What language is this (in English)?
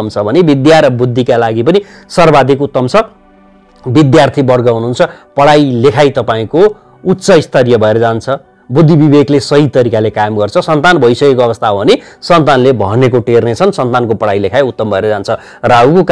Nepali